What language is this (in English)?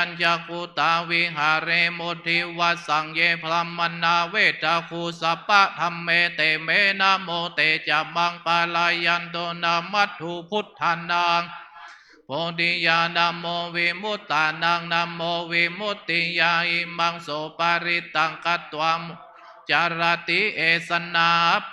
Pali